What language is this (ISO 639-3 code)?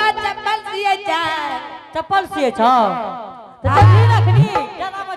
anp